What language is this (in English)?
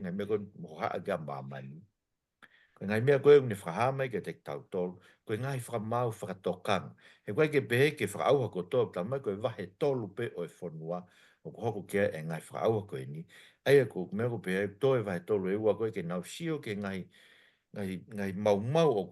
Tongan